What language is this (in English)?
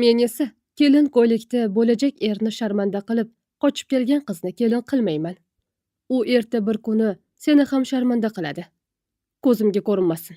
Uzbek